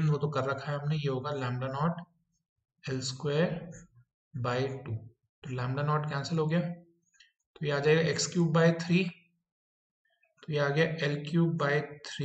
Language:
Hindi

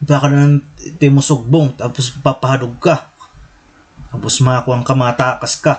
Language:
Waray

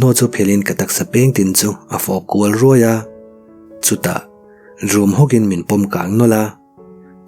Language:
Mizo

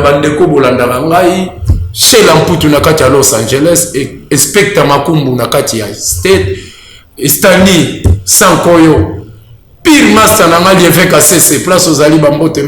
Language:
Lingala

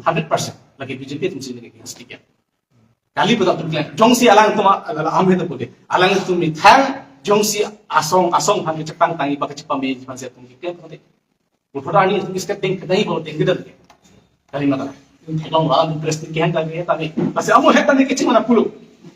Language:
Karbi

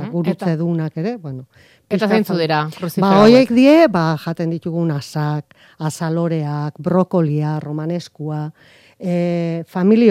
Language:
Basque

